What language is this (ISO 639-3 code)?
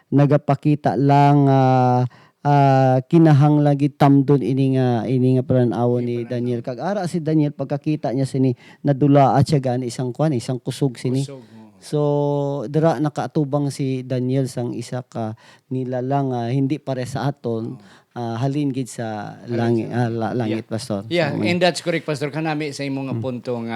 hil